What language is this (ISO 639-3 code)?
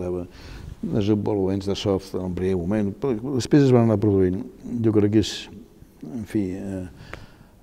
cat